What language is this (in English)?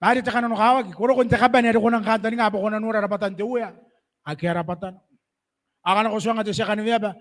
Gilbertese